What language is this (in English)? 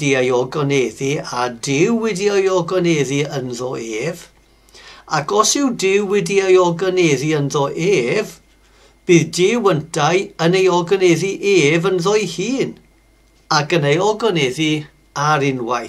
Welsh